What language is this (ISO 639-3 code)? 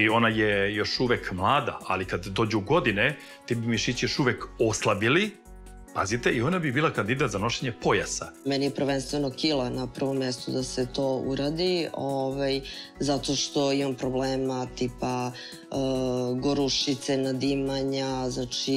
srp